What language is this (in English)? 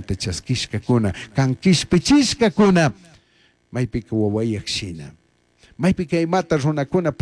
Chimborazo Highland Quichua